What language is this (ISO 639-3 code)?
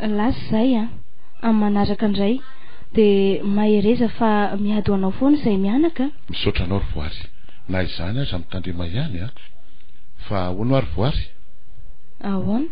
mlg